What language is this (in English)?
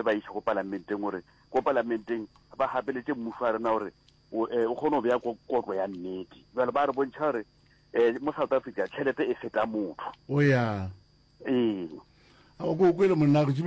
Northern Sotho